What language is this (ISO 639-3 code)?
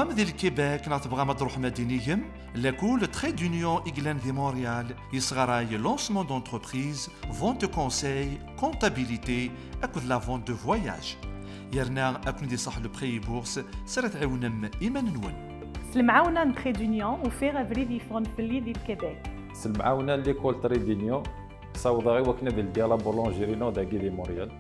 kab